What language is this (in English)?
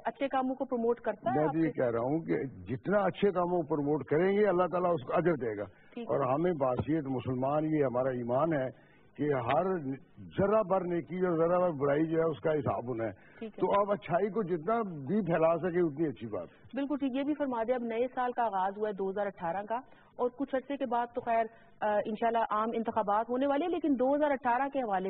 Urdu